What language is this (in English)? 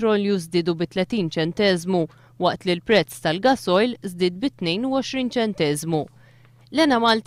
Maltese